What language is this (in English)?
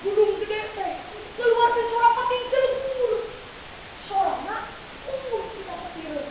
Sundanese